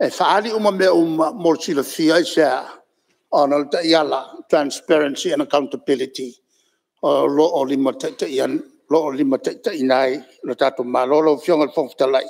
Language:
Samoan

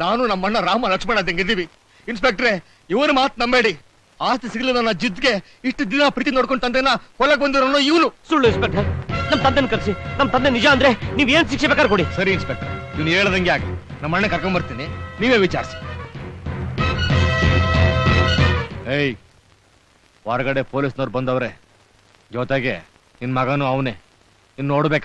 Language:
Kannada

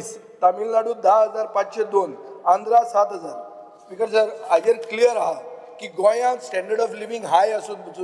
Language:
Konkani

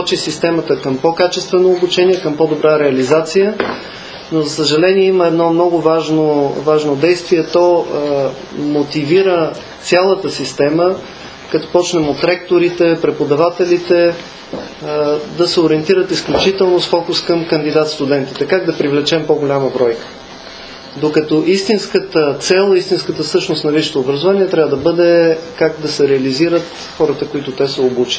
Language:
Bulgarian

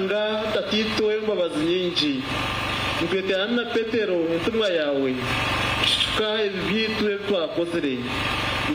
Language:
Nyankole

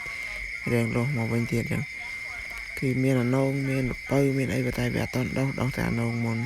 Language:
Khmer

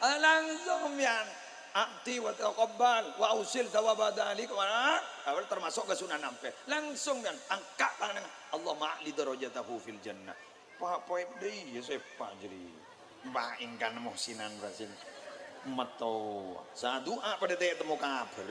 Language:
Madurese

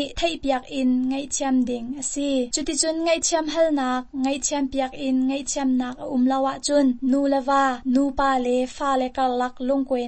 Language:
Hakha Chin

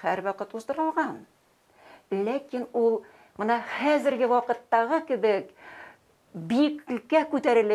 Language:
Tatar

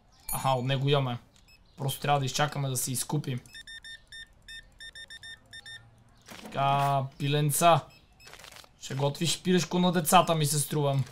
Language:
Bulgarian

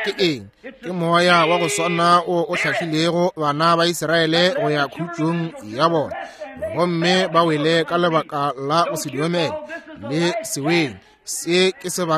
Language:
Northern Sotho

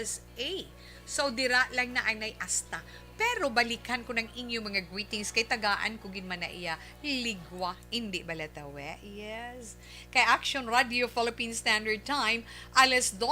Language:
Hiligaynon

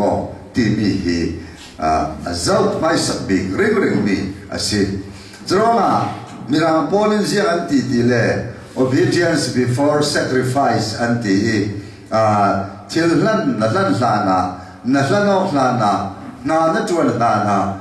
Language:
Falam Chin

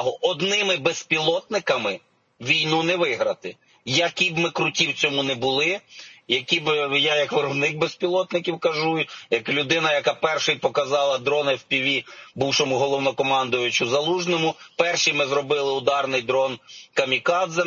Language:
Ukrainian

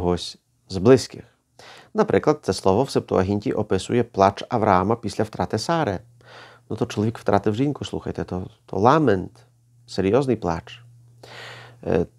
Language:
Ukrainian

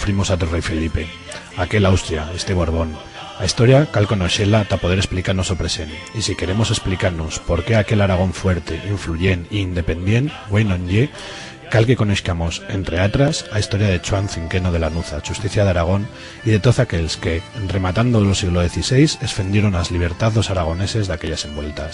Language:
Aragonese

